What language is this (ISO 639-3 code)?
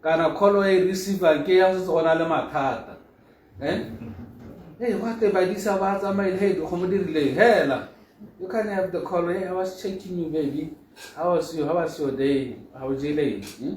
tsn